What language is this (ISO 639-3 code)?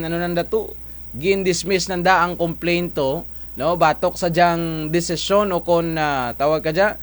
krj